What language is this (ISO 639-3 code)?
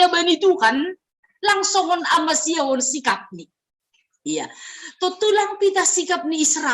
bts